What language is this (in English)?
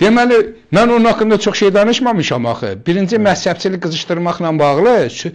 Azerbaijani